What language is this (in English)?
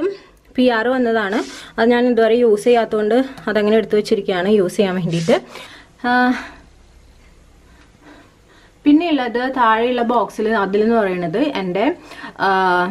Malayalam